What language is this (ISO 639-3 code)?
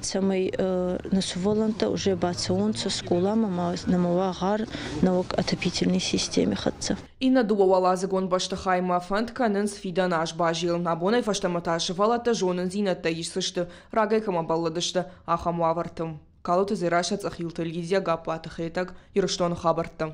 oss